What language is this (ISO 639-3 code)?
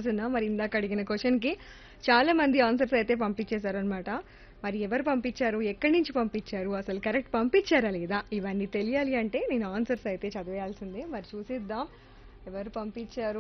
tel